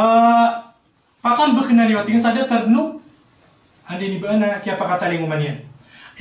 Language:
Maranao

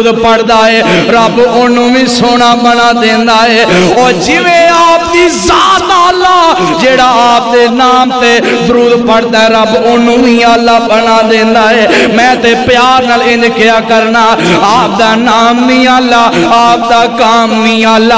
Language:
Western Panjabi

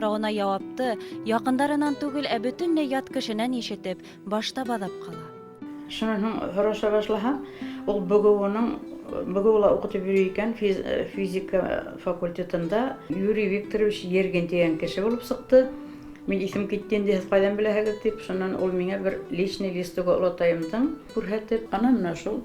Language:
Bashkir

